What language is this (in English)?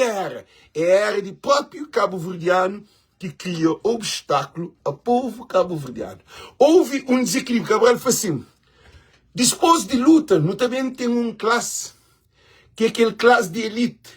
Kabuverdianu